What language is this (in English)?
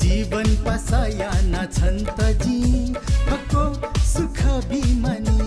Newari